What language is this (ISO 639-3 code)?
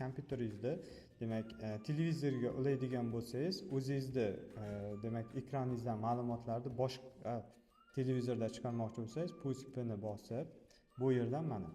uzb